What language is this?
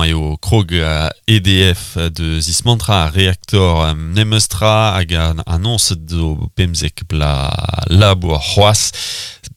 Breton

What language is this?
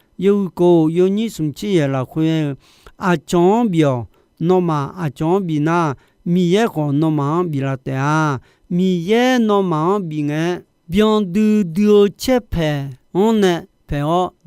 Akha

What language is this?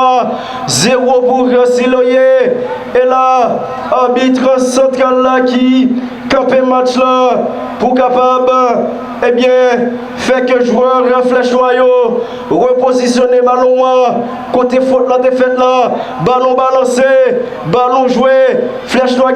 Haitian Creole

